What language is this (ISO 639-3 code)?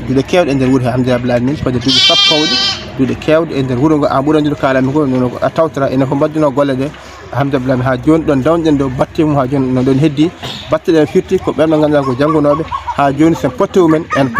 ful